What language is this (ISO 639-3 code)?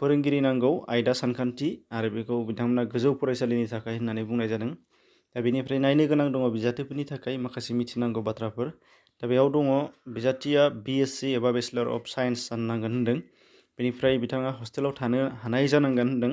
brx